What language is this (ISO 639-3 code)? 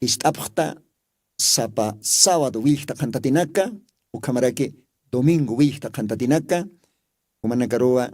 aym